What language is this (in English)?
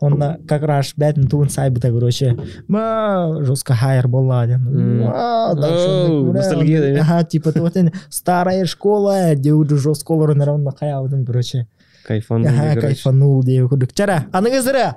Yakut